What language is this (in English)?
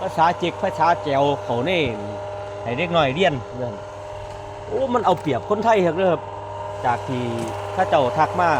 Northeastern Thai